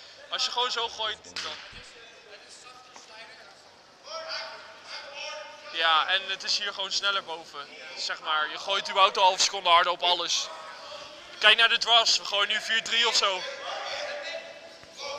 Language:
Dutch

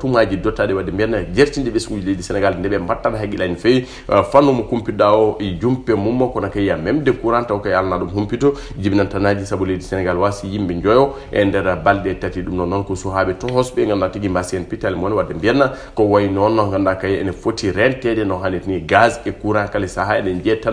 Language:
Fula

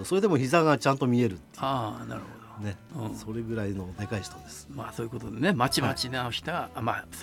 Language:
Japanese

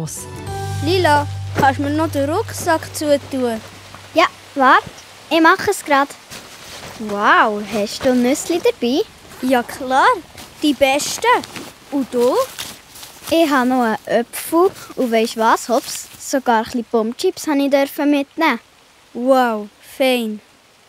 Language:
Swiss German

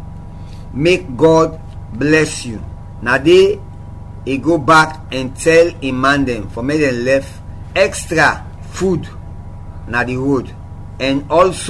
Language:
Krio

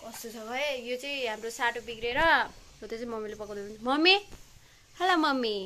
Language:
Nepali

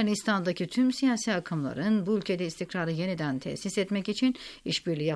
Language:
Turkish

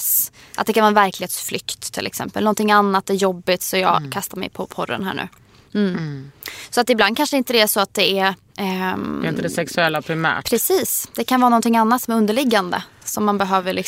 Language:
Swedish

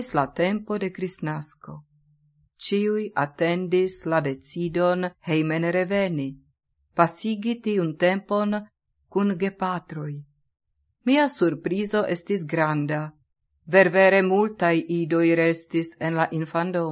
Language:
Esperanto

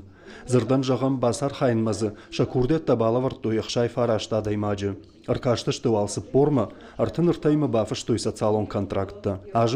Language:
Ossetic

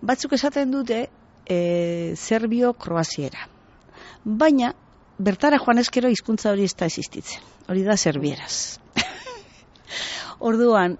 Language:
Basque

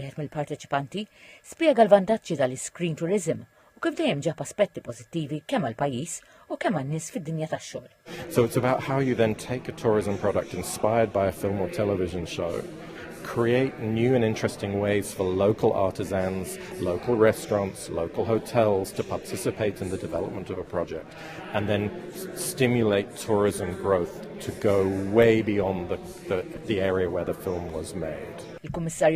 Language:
Maltese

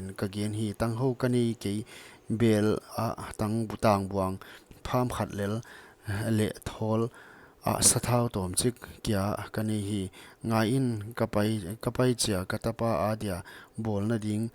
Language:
Paite Chin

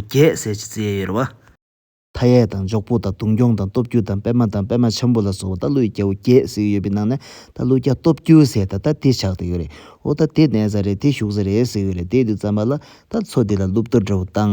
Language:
Tibetan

